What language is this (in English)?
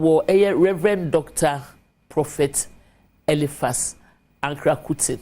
Akan